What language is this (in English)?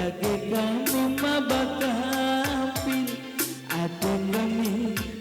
Batak Karo